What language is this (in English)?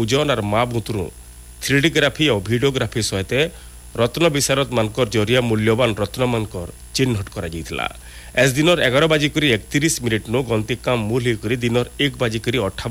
Odia